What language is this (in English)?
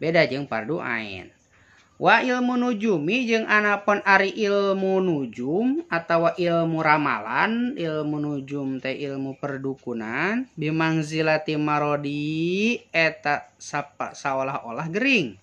Sundanese